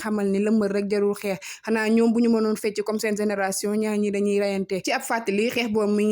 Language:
Wolof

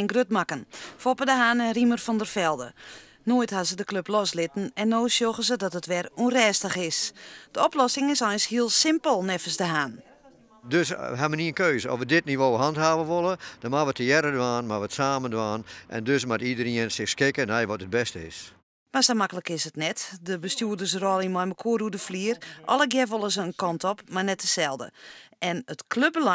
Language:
Western Frisian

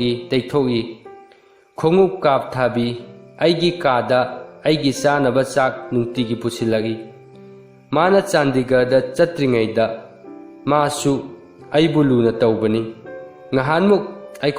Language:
Manipuri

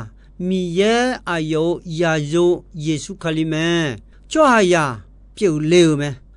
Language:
Akha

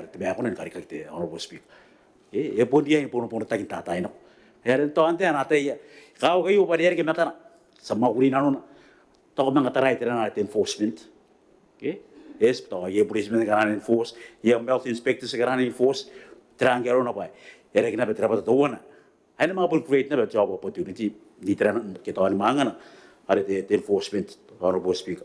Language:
Gilbertese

